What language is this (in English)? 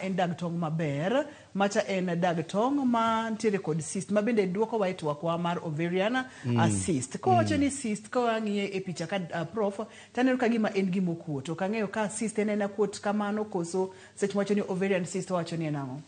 Luo (Kenya and Tanzania)